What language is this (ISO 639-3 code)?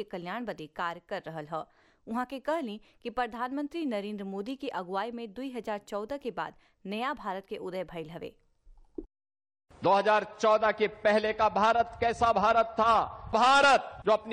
bho